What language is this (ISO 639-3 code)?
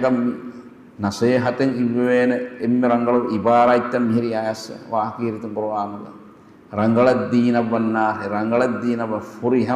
div